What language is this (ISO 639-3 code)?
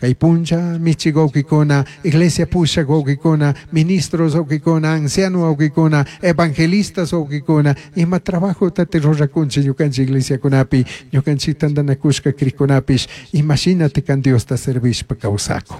qug